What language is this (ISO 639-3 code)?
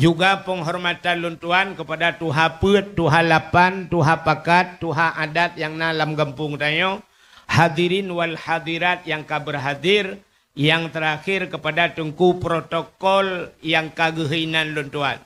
ace